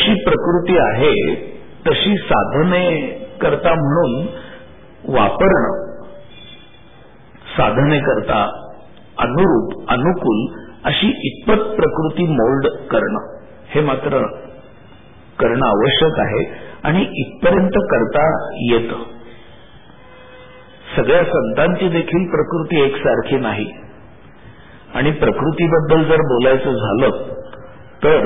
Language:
Marathi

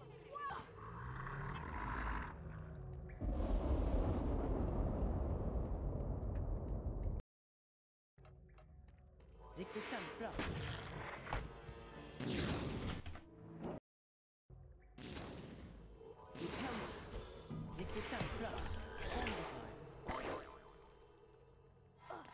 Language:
Swedish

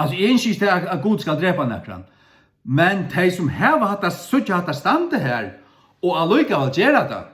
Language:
Faroese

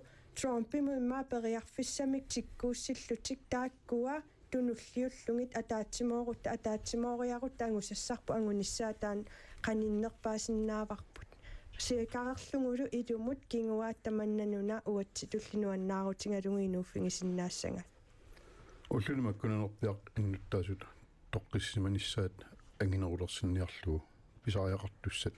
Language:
Kalaallisut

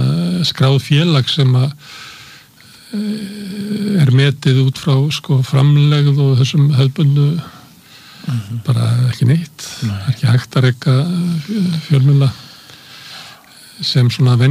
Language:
Icelandic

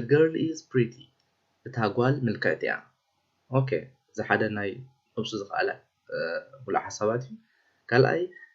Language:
Tigrinya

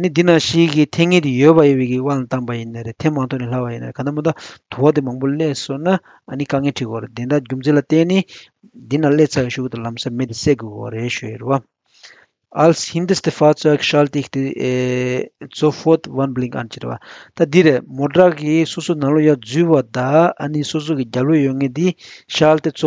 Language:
Tibetan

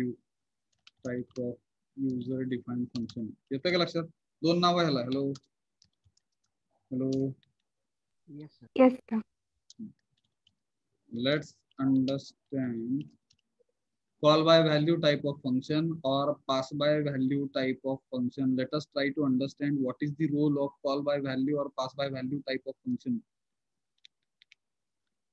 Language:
Marathi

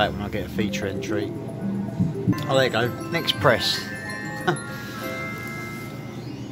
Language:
English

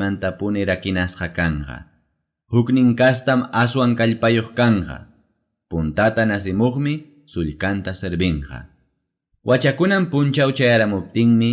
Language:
Ayacucho Quechua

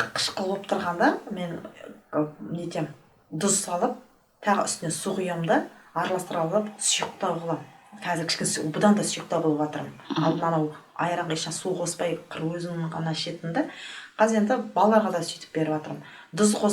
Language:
Kazakh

